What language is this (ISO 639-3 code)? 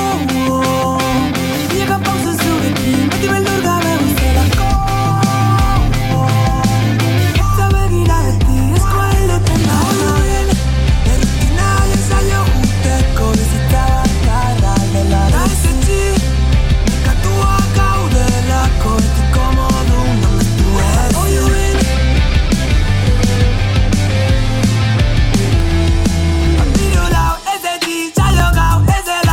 eus